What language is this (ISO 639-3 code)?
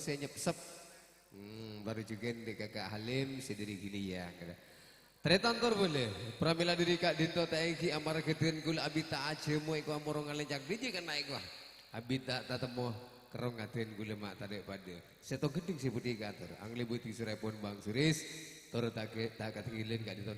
mad